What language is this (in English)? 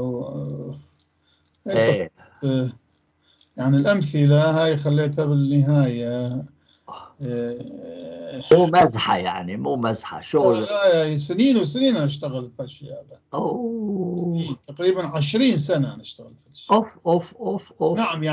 North Levantine Arabic